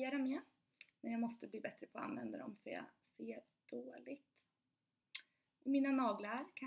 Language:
Swedish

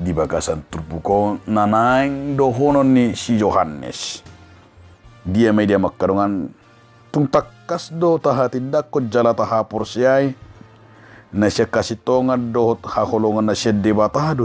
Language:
Batak Toba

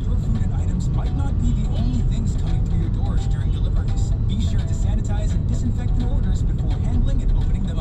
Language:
Bikol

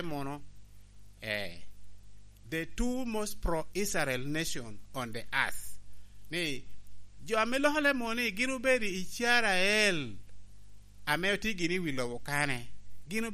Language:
Lango (Uganda)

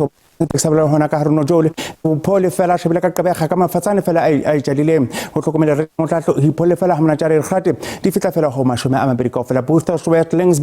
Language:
Southern Sotho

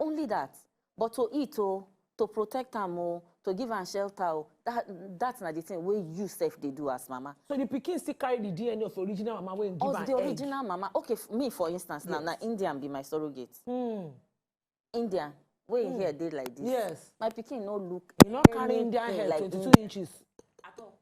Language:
Nigerian Pidgin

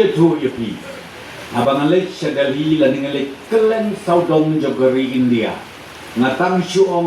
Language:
Khasi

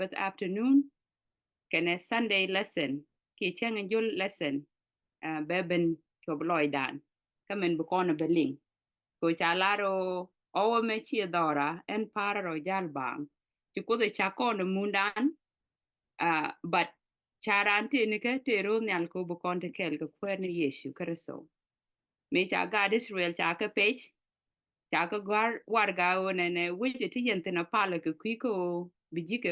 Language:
Nuer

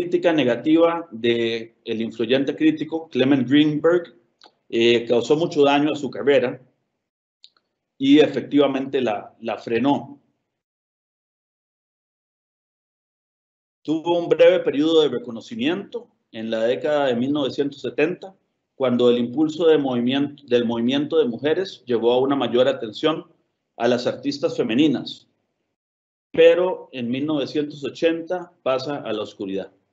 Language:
Spanish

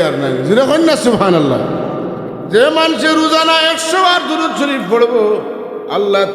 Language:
Sylheti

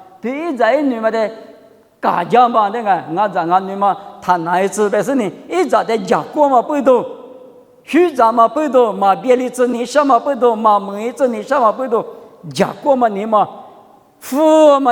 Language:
Lisu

